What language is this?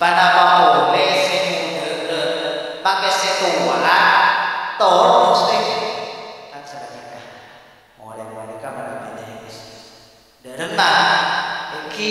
Madurese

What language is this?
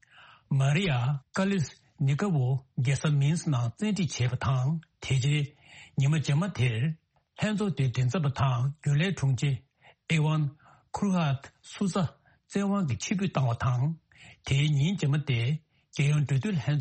Tibetan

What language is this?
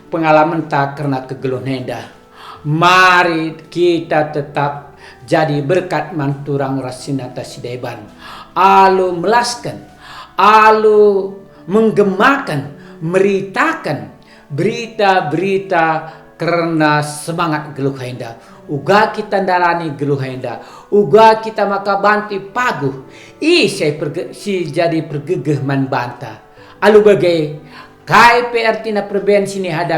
Batak Karo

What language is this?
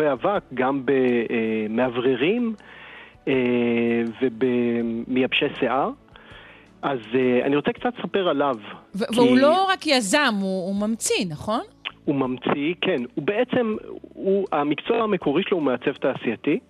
Hebrew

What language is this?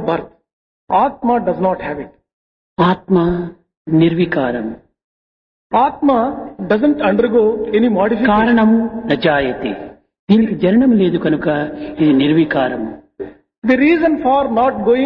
Telugu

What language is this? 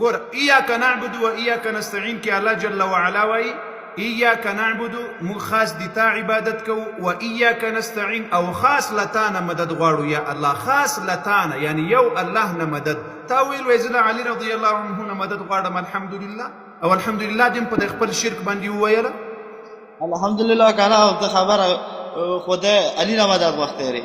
Pashto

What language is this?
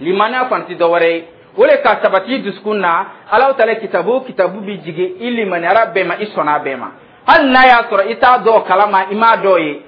Dyula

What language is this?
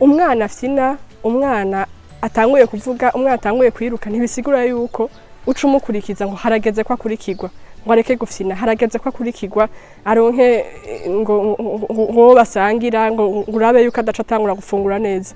Rundi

